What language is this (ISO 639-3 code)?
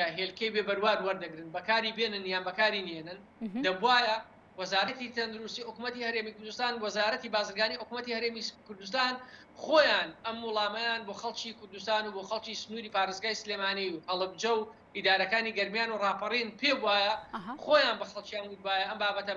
ckb